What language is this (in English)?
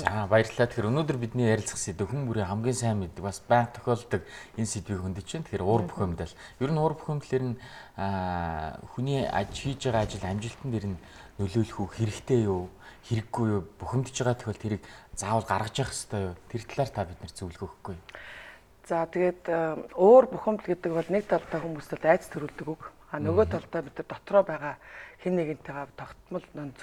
Mongolian